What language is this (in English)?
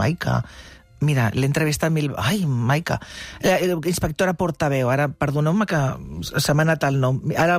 Catalan